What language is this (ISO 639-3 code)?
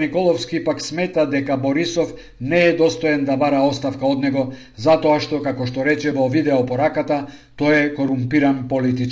mkd